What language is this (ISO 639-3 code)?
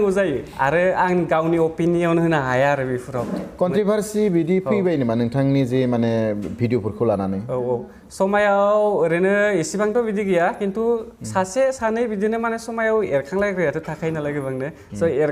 brx